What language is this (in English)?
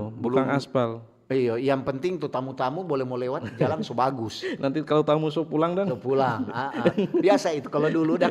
Manado Malay